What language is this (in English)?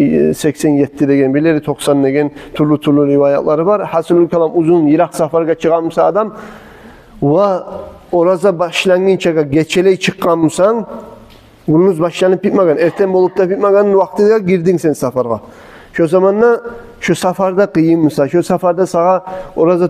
Kumyk